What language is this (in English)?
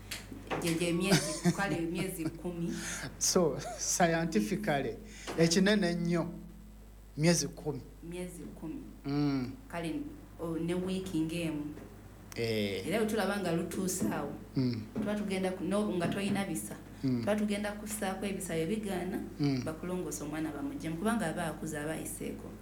Ganda